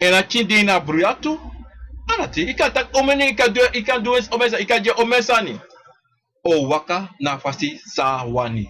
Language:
Sranan Tongo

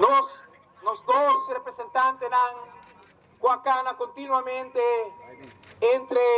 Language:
Papiamento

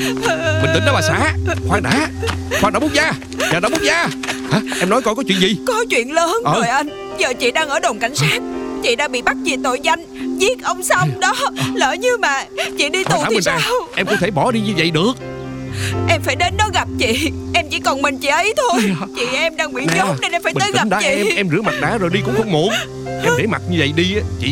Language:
Vietnamese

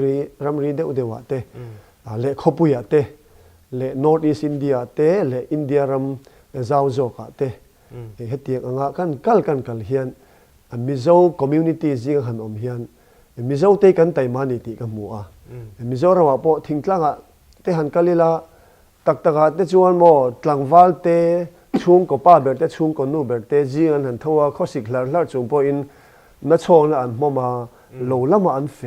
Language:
Mizo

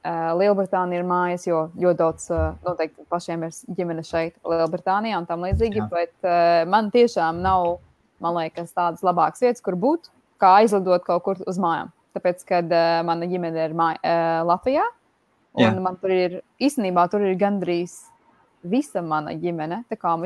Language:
Latvian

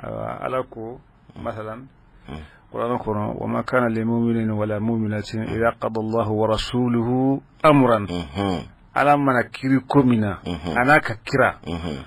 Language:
Bambara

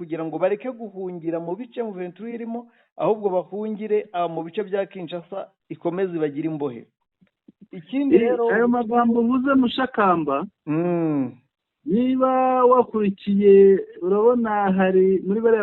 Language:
Kinyarwanda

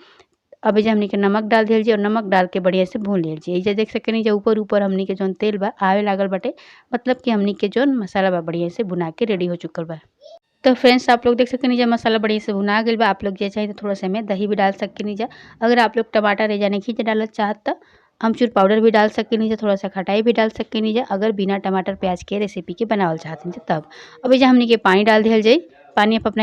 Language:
Bhojpuri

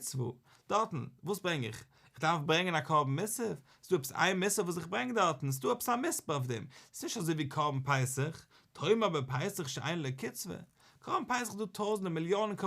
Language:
Yiddish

